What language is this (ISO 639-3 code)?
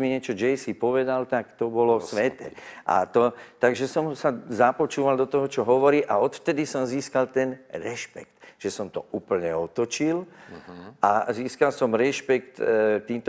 slk